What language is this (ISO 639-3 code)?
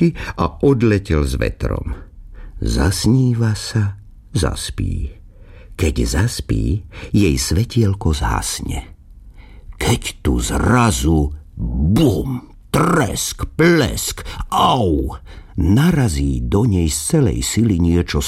slk